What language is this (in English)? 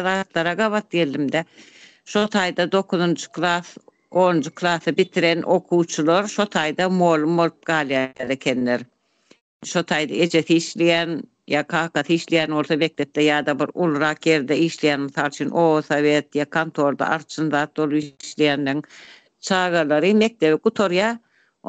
Turkmen